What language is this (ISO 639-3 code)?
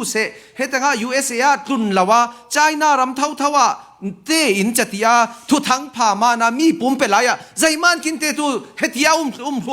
cfm